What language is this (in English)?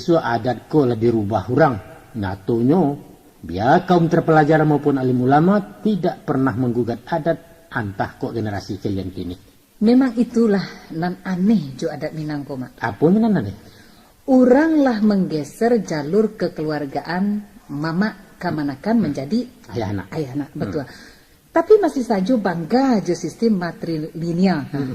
Minangkabau